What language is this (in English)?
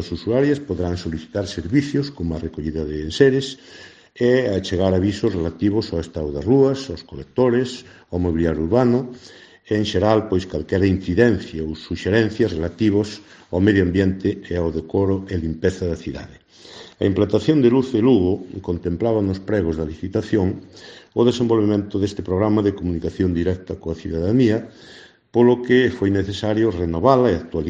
Galician